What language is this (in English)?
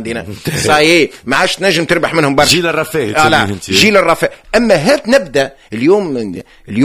Tunisian Arabic